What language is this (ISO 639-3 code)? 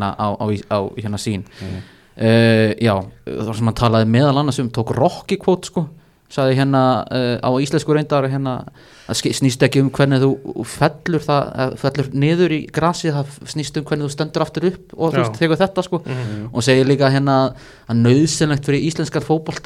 isl